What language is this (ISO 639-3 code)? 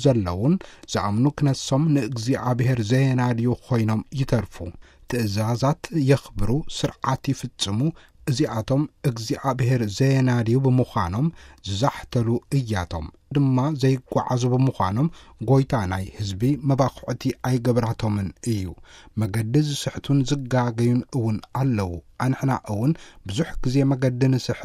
tir